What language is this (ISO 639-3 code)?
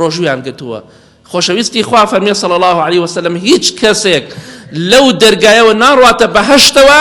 ckb